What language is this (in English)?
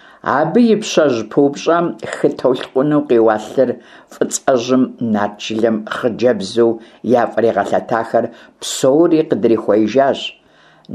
Kabardian